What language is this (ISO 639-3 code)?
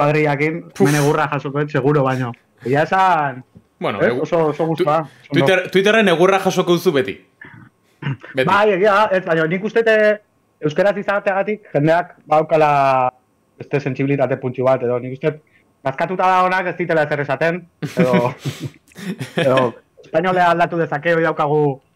eus